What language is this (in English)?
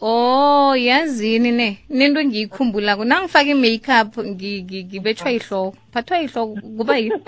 South Ndebele